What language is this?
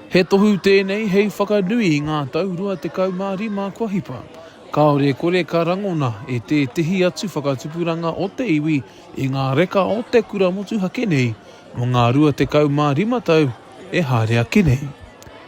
Māori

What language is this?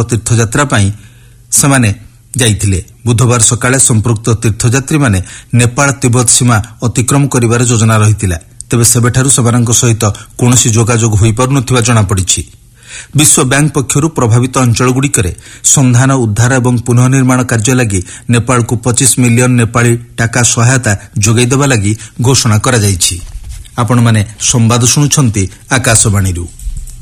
Odia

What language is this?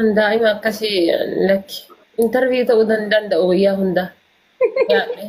Oromo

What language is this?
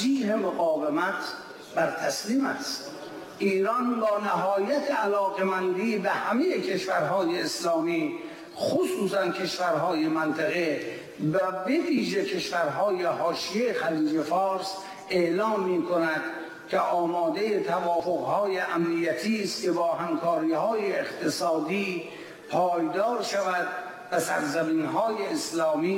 Persian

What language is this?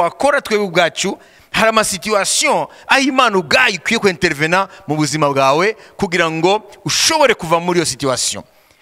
Kinyarwanda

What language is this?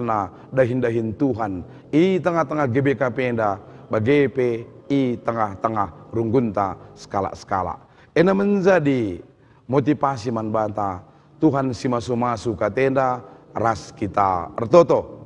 Batak Karo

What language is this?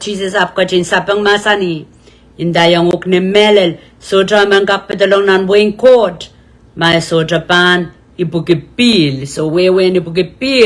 Pohnpeian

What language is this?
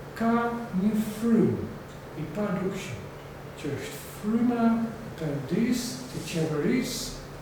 Albanian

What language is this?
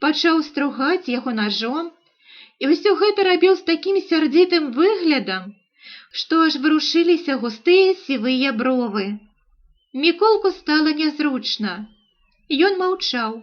Belarusian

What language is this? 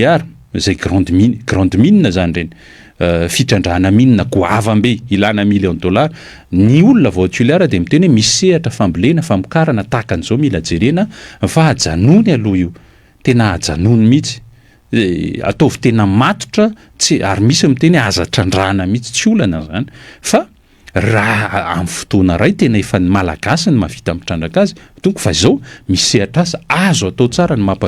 Malagasy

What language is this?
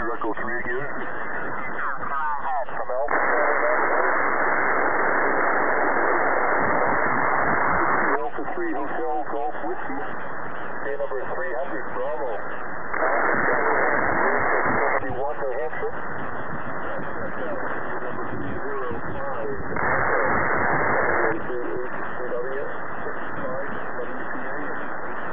English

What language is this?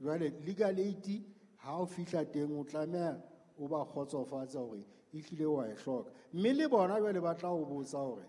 Southern Sotho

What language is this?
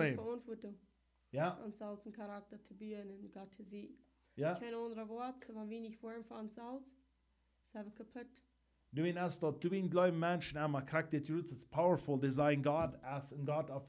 Plautdietsch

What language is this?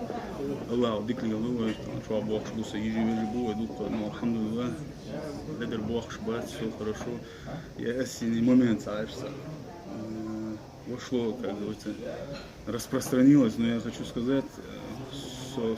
Chechen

